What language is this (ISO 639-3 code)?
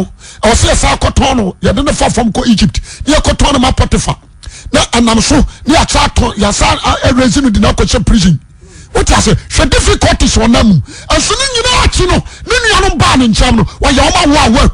aka